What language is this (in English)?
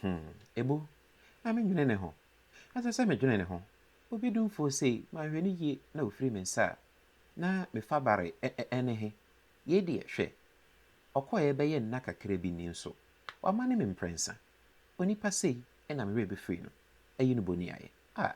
Akan